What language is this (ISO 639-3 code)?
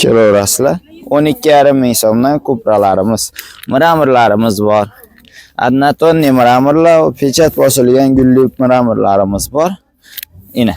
uzb